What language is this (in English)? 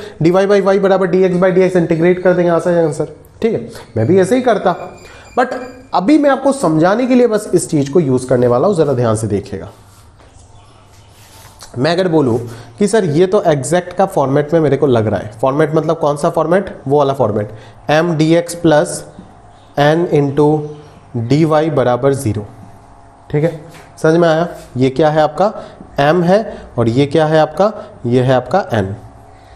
Hindi